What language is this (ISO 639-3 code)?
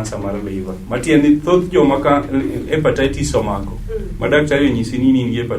luo